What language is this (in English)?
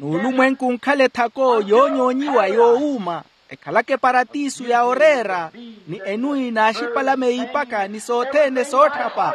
Makhuwa